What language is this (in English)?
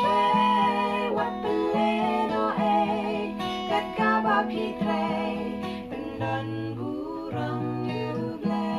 Khasi